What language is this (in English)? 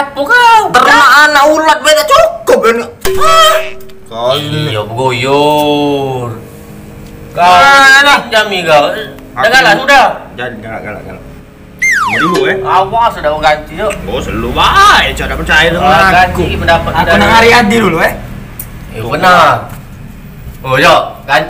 Musi